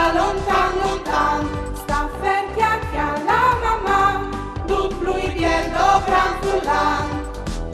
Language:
Friulian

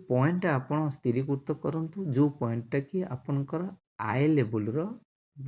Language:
Odia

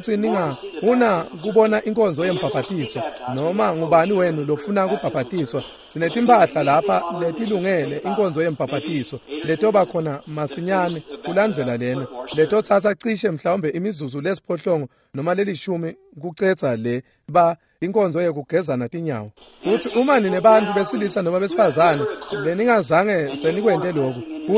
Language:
Swati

